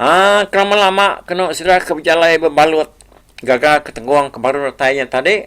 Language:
Iban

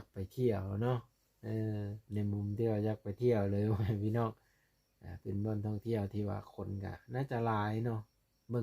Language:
Lao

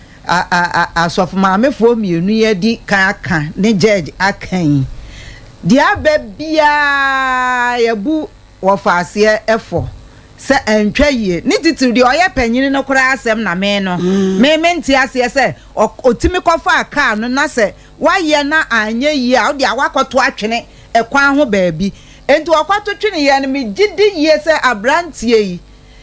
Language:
Akan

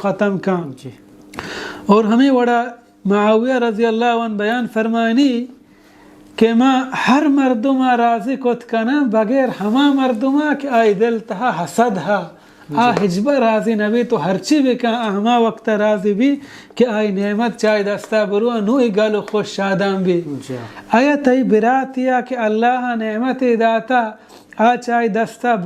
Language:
Baluchi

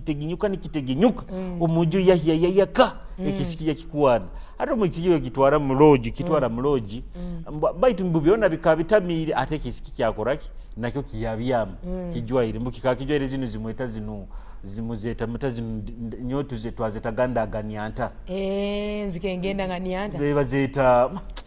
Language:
Nyoro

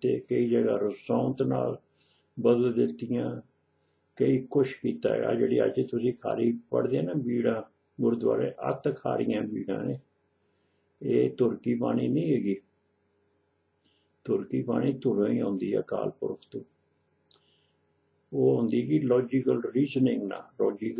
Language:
Punjabi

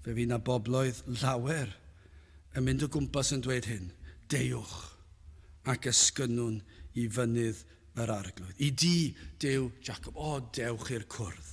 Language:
Welsh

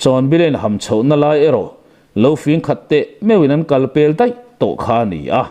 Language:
Mizo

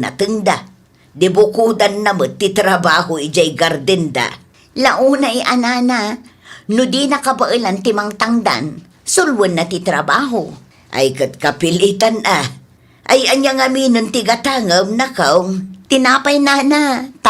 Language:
Iloko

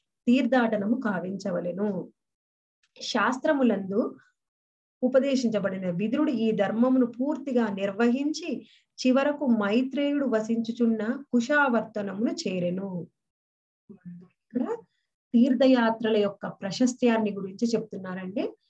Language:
Telugu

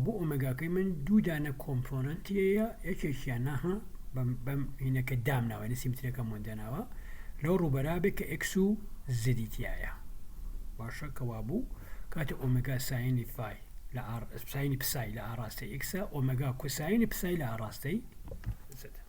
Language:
Central Kurdish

